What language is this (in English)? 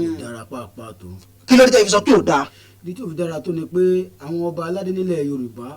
Yoruba